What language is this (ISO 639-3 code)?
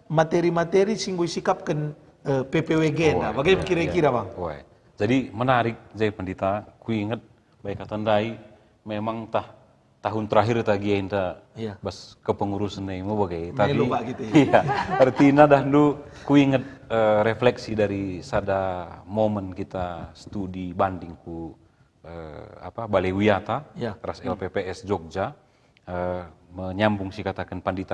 btx